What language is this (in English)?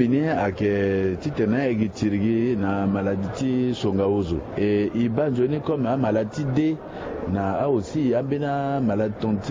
Sango